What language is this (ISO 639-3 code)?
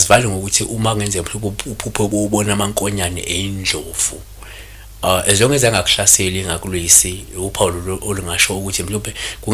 zul